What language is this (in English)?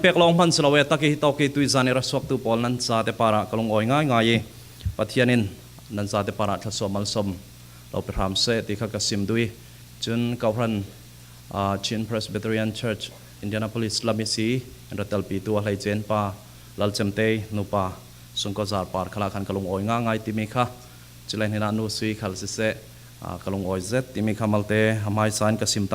Falam Chin